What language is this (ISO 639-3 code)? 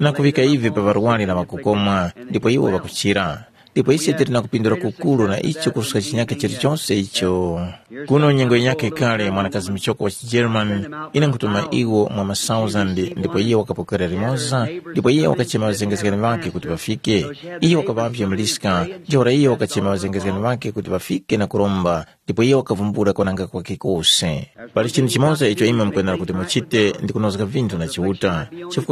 tum